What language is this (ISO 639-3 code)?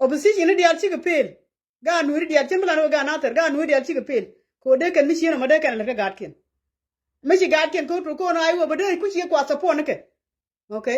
nus